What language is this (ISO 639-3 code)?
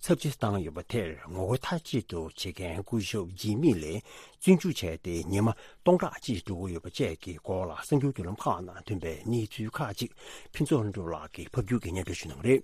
bod